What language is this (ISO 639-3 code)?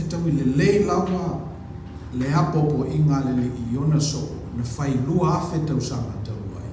smo